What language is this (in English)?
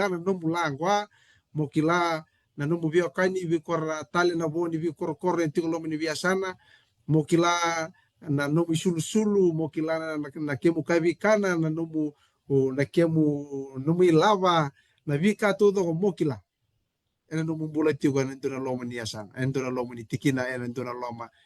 Fijian